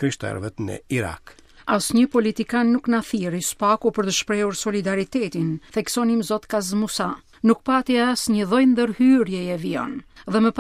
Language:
Albanian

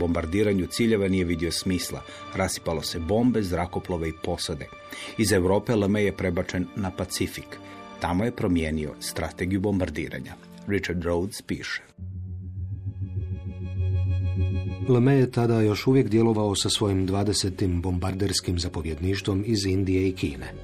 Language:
Croatian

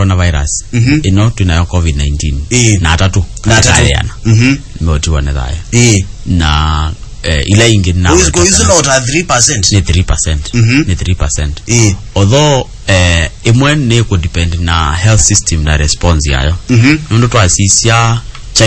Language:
Kamba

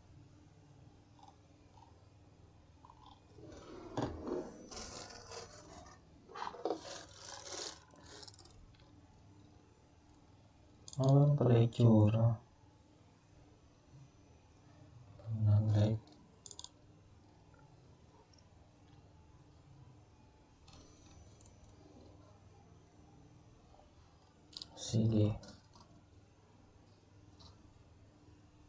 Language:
Filipino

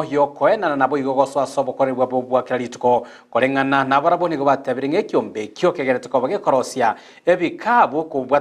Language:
Gusii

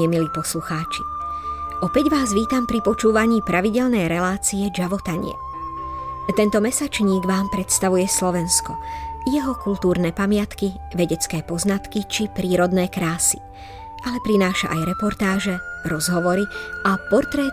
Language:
Slovak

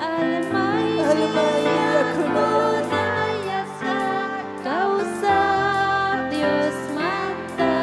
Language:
Ayacucho Quechua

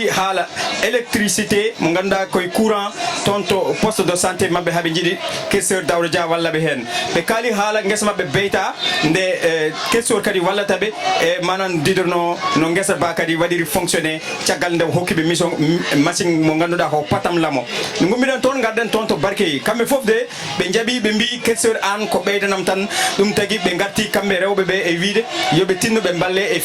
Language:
Fula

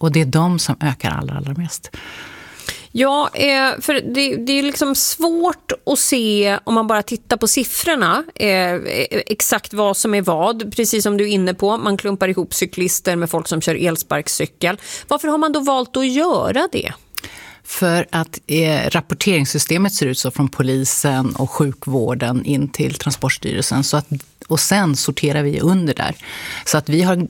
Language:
Swedish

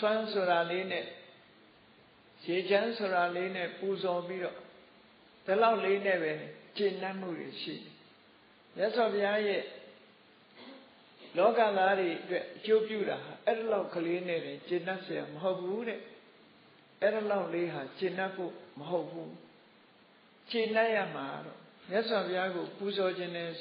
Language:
Burmese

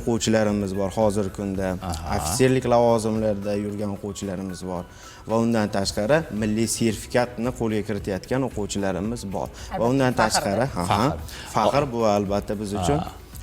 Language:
Uzbek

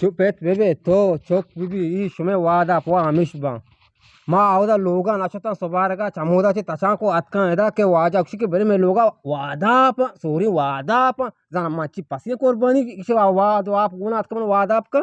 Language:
Eastern Balochi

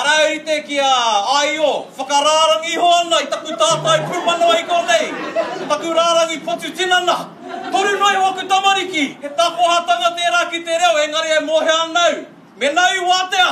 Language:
Māori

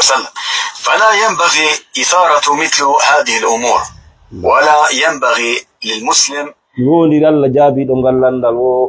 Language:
Fula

